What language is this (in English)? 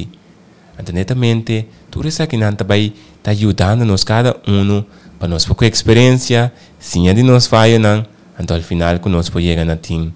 Papiamento